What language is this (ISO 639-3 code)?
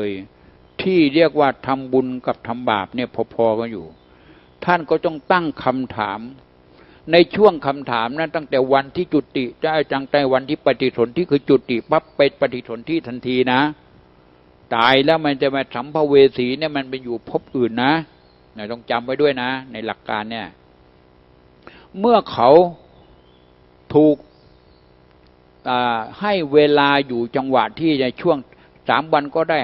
tha